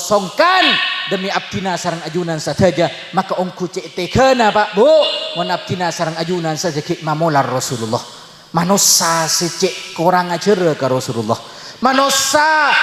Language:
Madurese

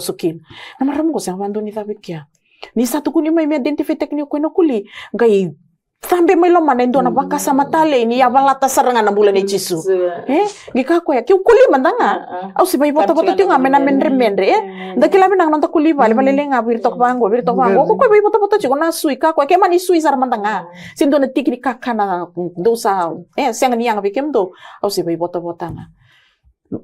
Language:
Fijian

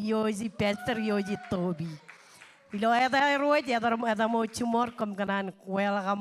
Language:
Marshallese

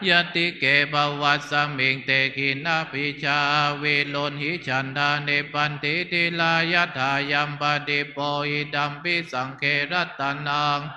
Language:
Pali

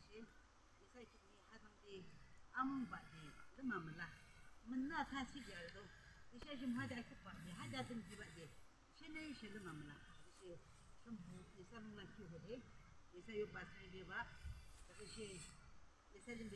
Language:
Yimchungru Naga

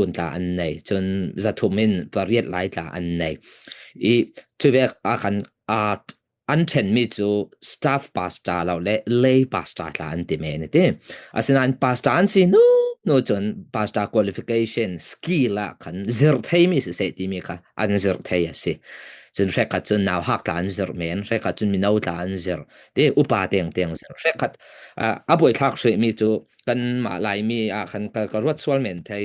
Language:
Falam Chin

